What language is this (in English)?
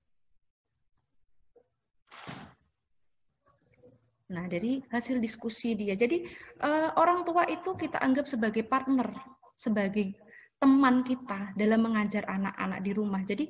Indonesian